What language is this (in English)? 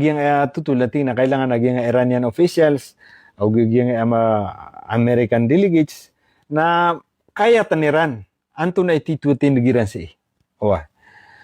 Maranao